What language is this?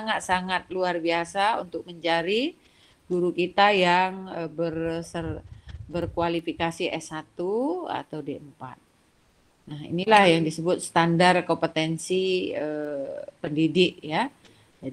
Indonesian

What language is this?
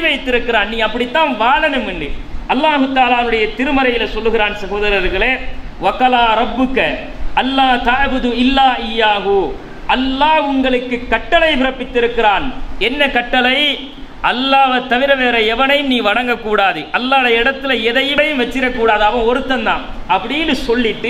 Tamil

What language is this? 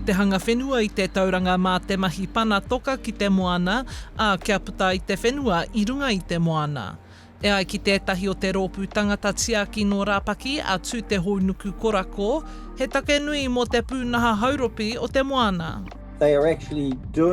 Māori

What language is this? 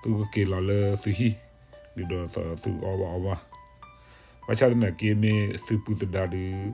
S'gaw Karen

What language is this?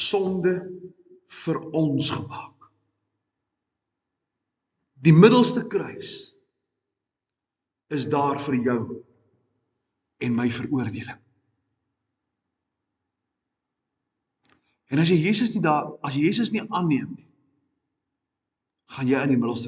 Afrikaans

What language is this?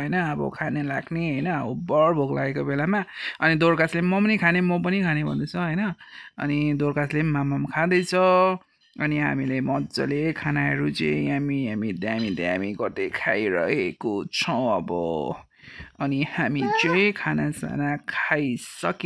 Nepali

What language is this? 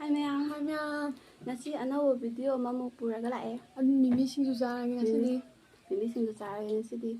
Manipuri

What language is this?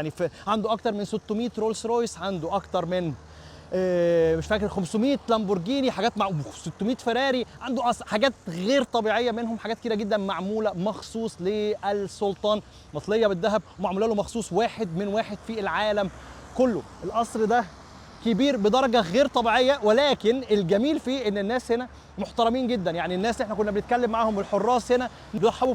Egyptian Arabic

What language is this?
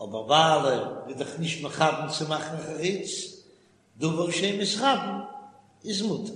Yiddish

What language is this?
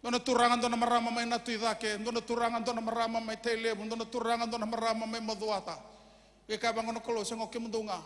Fijian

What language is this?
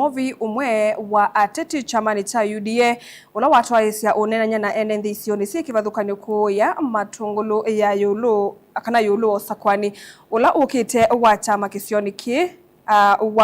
Kamba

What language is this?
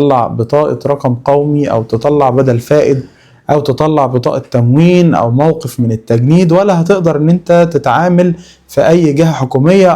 Egyptian Arabic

